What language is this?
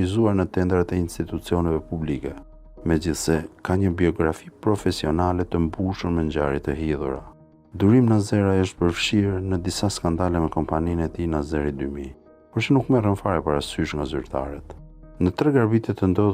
Albanian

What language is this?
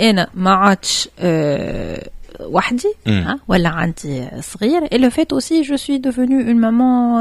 Tunisian Arabic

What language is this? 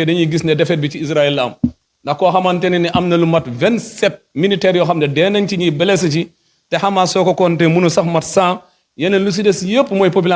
Wolof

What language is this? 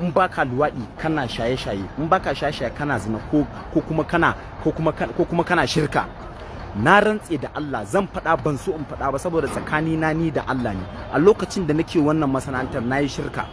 Hausa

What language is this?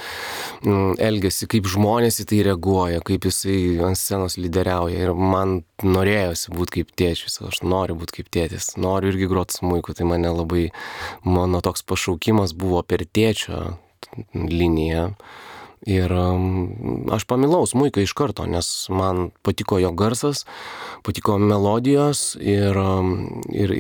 Lithuanian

